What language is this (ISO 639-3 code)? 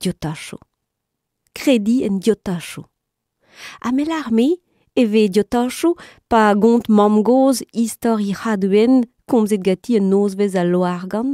bre